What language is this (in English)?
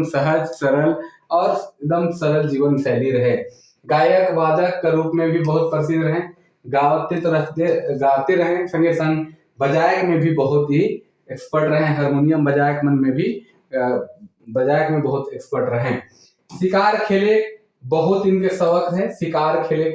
Sadri